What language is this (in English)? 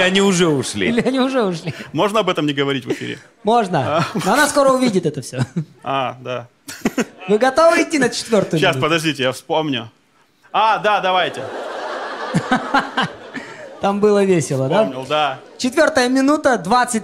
Russian